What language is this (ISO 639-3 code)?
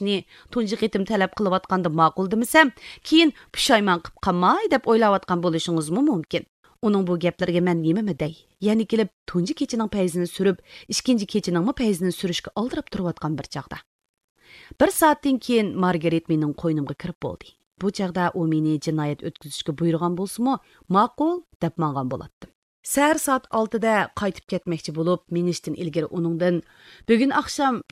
uig